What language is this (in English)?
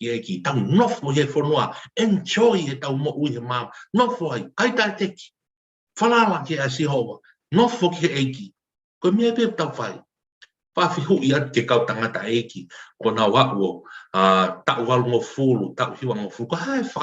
Tongan